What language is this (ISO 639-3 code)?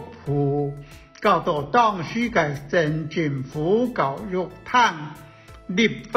hak